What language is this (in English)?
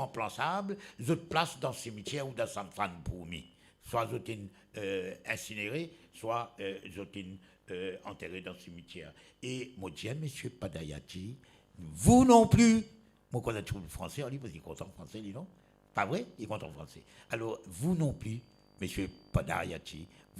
Morisyen